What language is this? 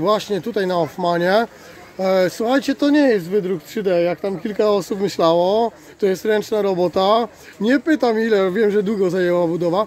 Polish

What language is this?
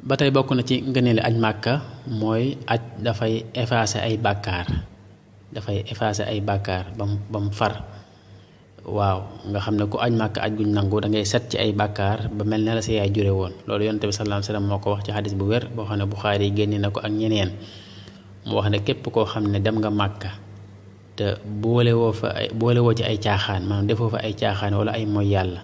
Wolof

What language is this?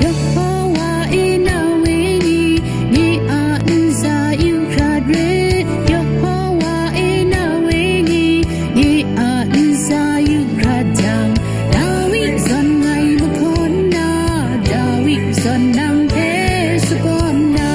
Kachin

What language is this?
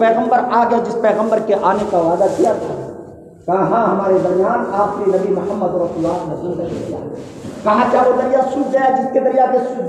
Urdu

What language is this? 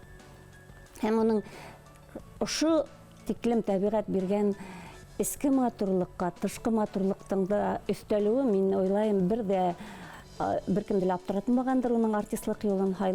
Bashkir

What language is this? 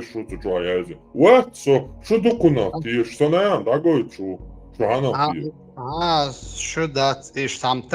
Chechen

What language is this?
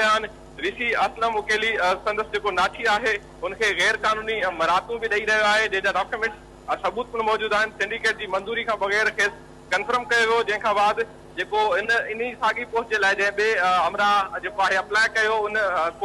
Sindhi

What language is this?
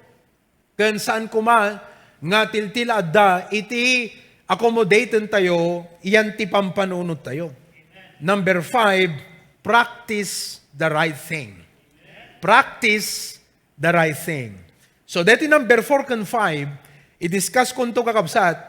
Iloko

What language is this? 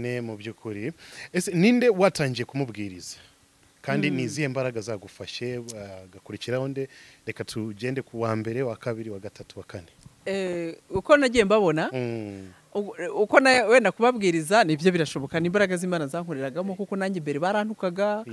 Kinyarwanda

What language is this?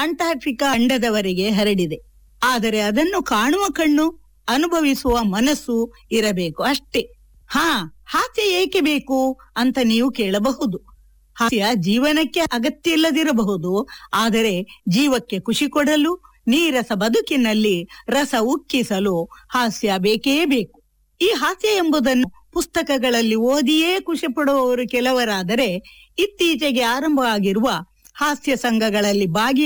Kannada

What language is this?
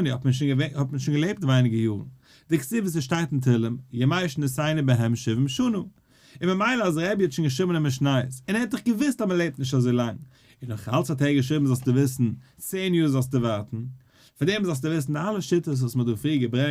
Yiddish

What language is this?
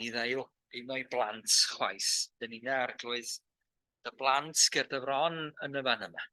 Welsh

